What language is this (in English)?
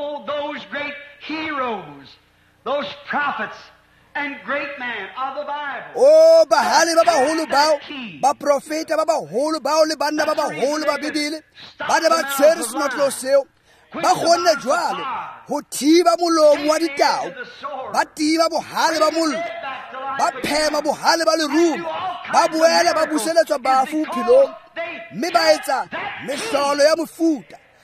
Tswana